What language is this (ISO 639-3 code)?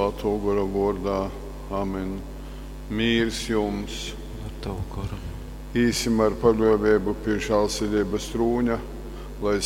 ltg